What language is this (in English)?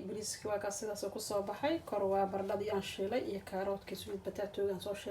Somali